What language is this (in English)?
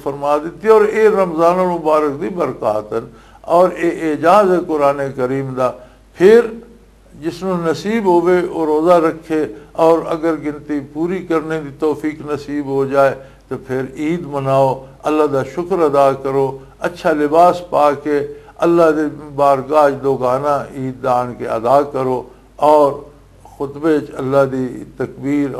Western Panjabi